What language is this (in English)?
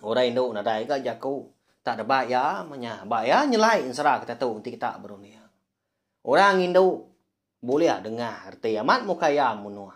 Iban